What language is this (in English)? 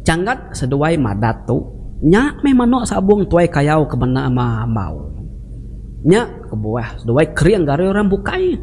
Iban